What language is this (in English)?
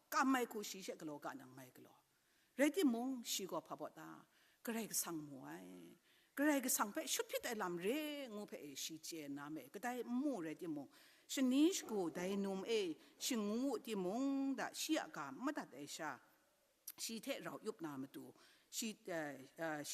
Kachin